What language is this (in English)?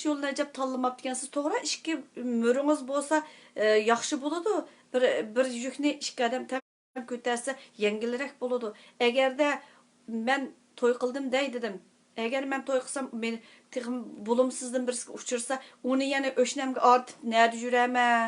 Uyghur